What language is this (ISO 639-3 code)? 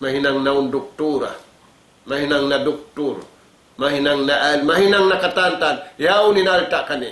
tsg